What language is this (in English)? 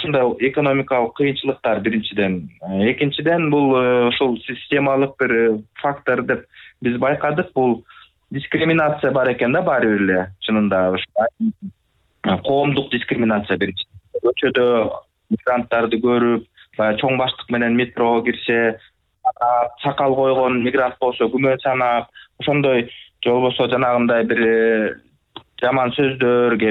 Kyrgyz